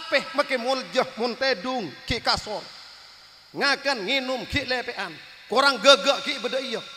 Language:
Madurese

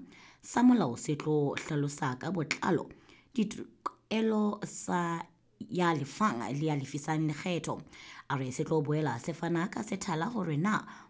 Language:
Southern Sotho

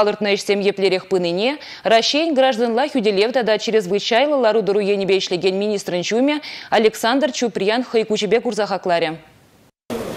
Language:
Chuvash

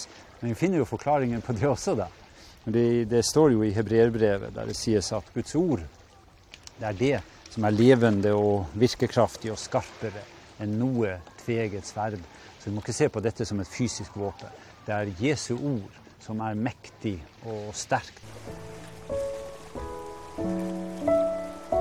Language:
Norwegian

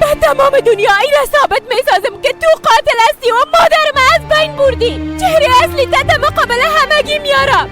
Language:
Persian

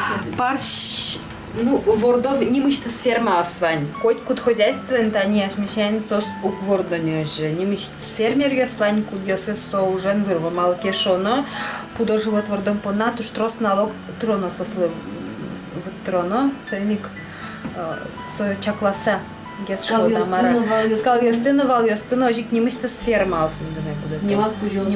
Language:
Udmurt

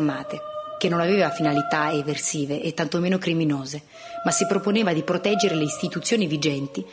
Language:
Italian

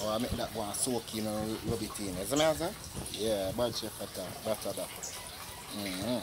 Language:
Jamaican Creole English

